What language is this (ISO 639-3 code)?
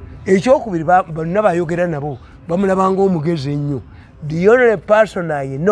lug